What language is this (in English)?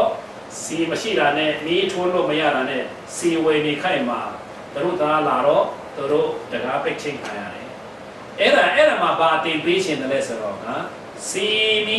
Falam Chin